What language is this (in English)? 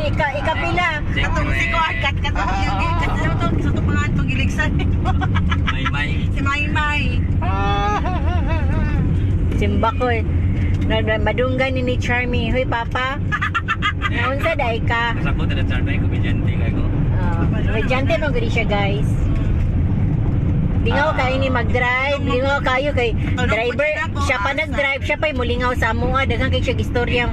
Cebuano